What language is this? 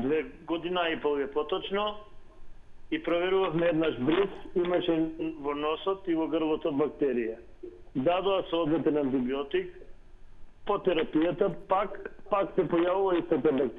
Macedonian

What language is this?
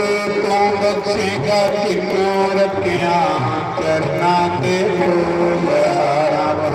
Dogri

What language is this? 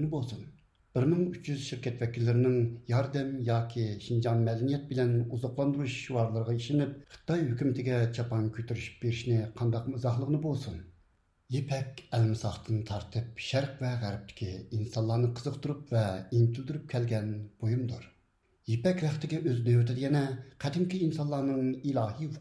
Uyghur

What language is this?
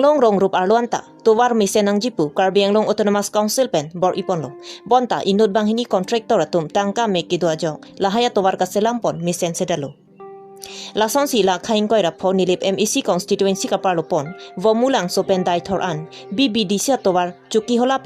Karbi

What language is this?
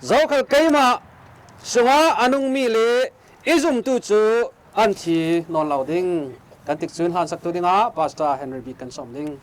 Falam Chin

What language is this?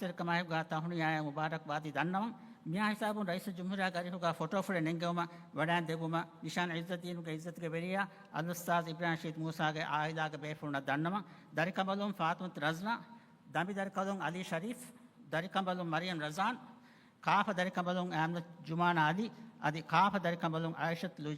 Divehi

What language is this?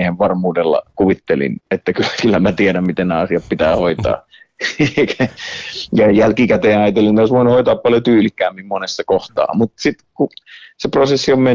Finnish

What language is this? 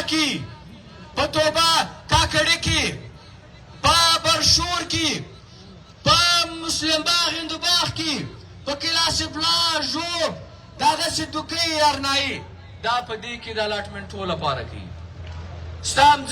Pashto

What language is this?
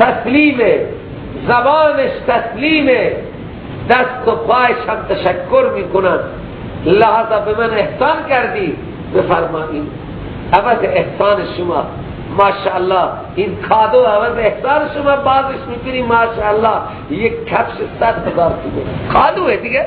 Persian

